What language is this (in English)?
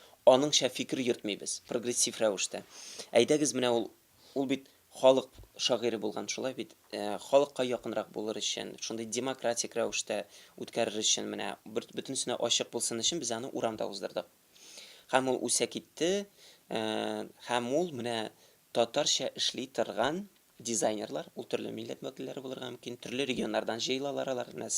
Tatar